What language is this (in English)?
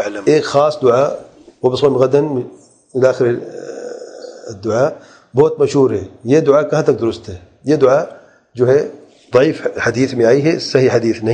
Urdu